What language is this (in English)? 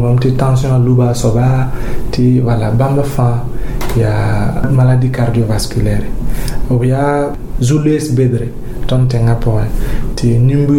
Mossi